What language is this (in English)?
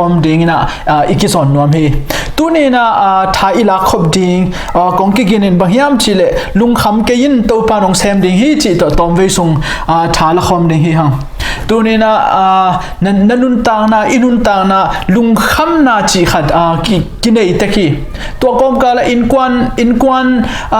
Tedim Chin